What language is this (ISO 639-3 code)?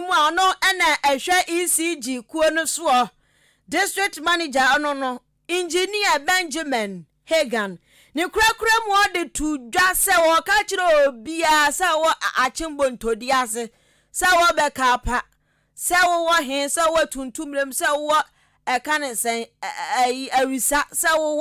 aka